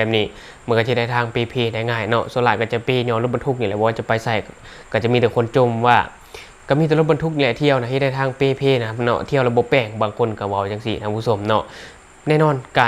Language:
Lao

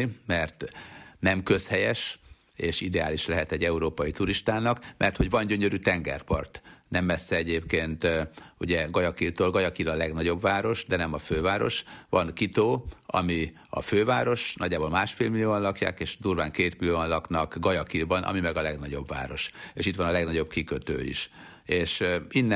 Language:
Hungarian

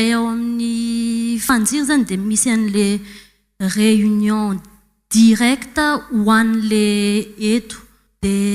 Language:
Malagasy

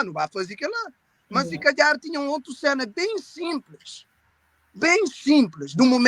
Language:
Kabuverdianu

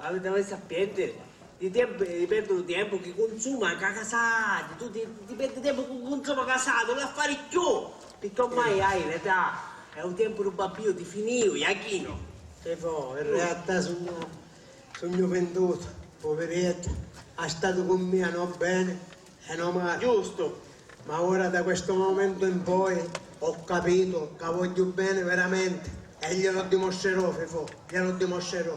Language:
Sicilian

